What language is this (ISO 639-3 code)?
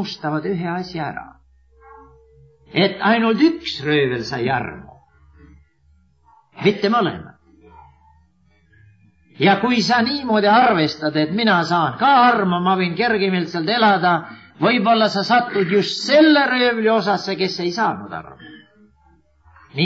est